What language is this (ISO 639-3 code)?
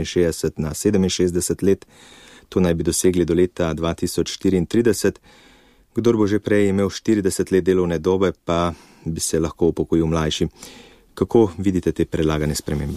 slv